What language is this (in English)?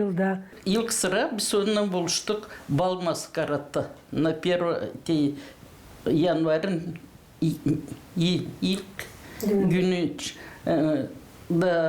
Gagauz